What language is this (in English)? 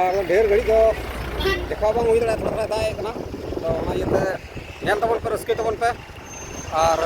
Santali